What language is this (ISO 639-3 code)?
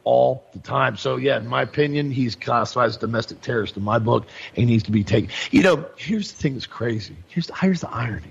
eng